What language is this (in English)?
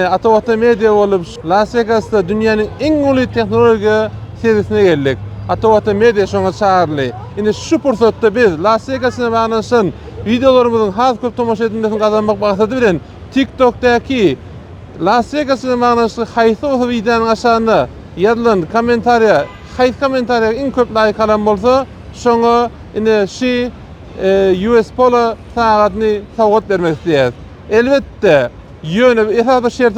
Turkmen